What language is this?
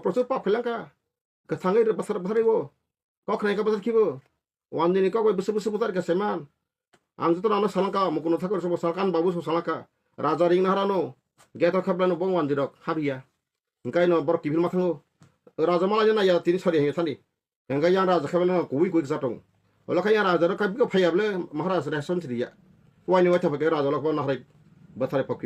Kok Borok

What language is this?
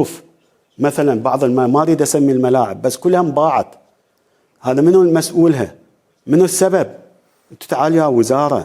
Mesopotamian Arabic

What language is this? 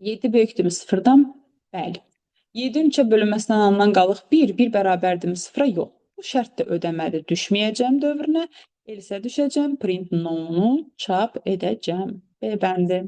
Azerbaijani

